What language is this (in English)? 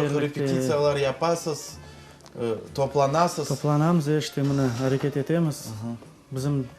Crimean Tatar